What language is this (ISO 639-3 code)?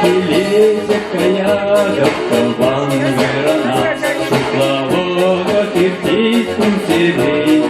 chv